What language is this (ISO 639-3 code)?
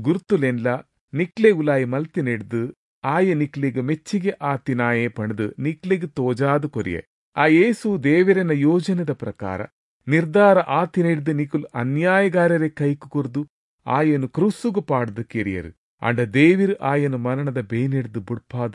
tcy